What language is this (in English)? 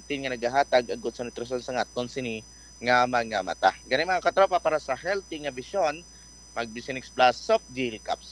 Hiligaynon